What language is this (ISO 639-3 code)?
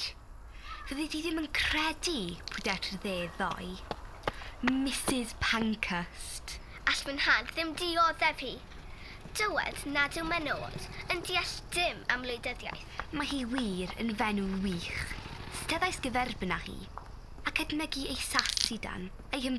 cym